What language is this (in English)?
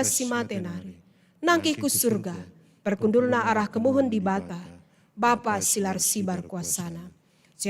Batak Karo